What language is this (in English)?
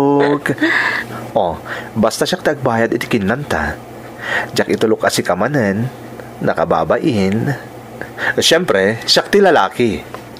Iloko